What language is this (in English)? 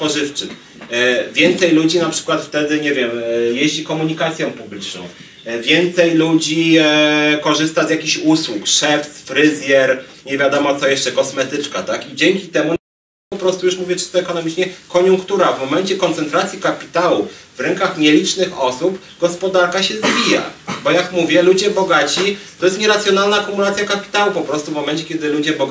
Polish